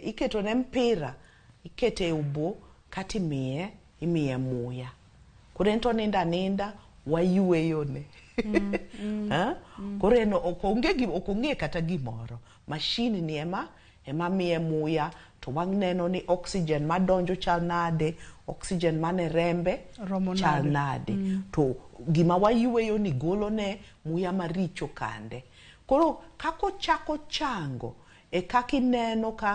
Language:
Luo (Kenya and Tanzania)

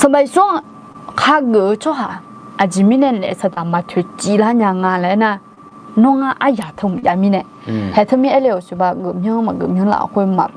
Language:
Akha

